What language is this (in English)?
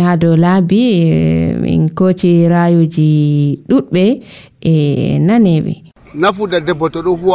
Nigerian Fulfulde